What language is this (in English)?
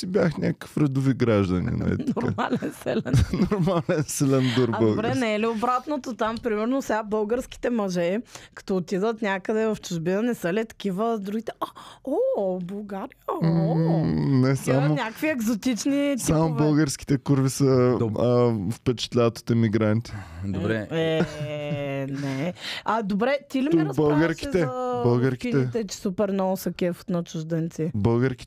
Bulgarian